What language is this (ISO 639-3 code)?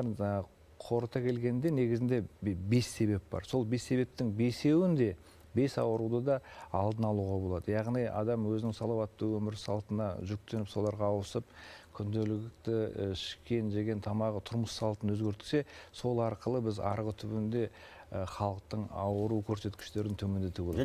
kaz